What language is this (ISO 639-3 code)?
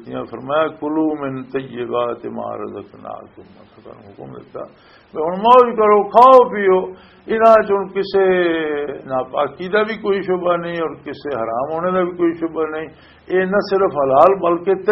lah